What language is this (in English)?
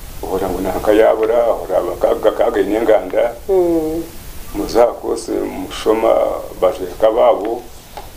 Kinyarwanda